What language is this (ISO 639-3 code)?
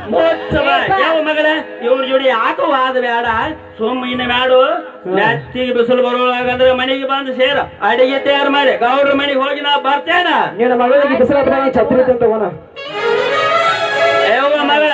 kan